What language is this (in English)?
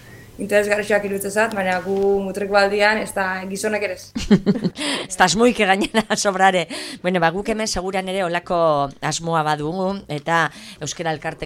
Basque